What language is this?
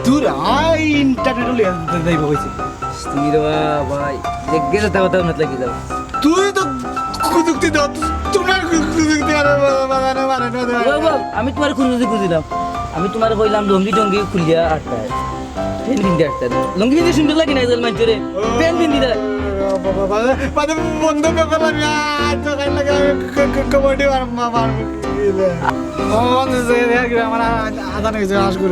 Sylheti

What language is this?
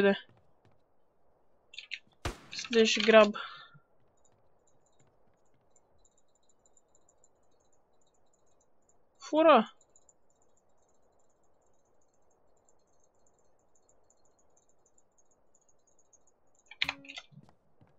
Romanian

